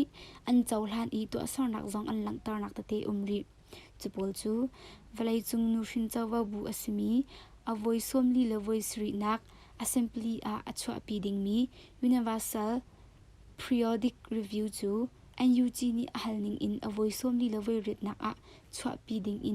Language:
Hakha Chin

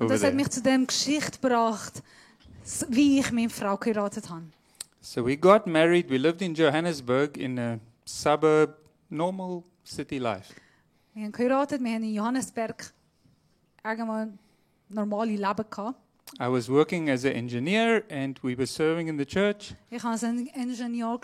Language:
Swiss German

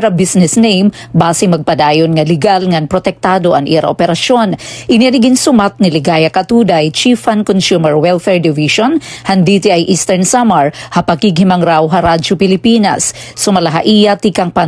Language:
Waray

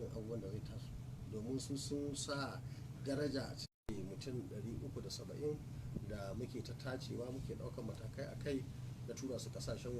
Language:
Hausa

